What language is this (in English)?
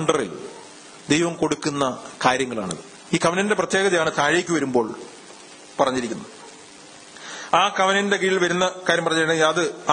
Malayalam